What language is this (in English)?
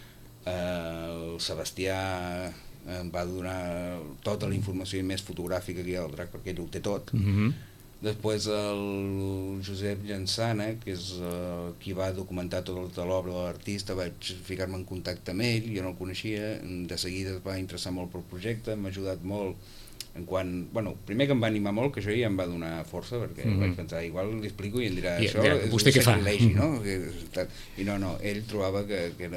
Catalan